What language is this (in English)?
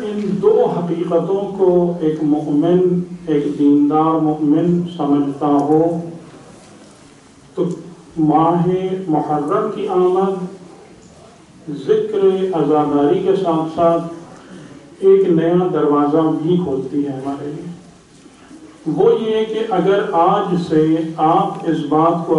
Urdu